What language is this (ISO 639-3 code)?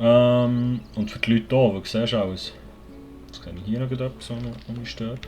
gsw